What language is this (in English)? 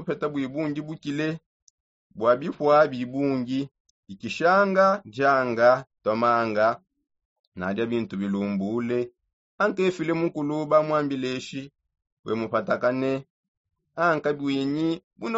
Songe